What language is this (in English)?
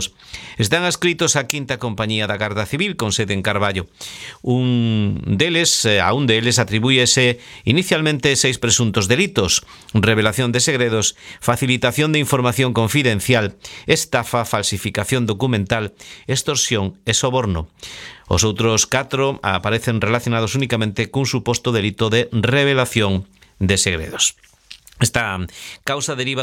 Galician